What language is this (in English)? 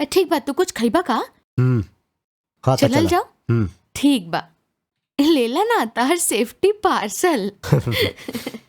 Bhojpuri